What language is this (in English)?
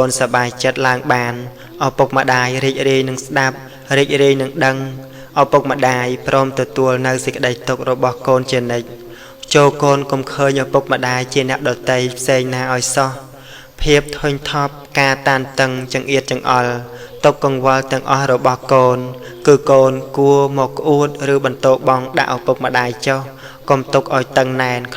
Khmer